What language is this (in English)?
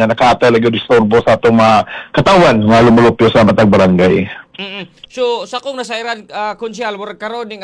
Cebuano